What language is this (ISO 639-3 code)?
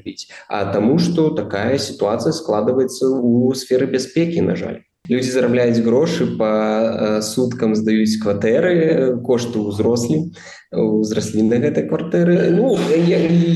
bel